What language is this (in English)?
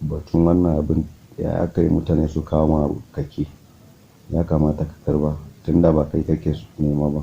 Hausa